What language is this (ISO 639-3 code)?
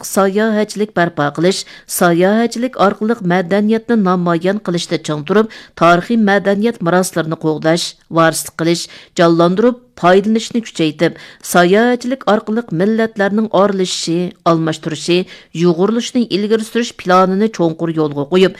uig